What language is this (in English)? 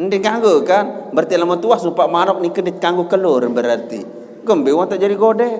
Sasak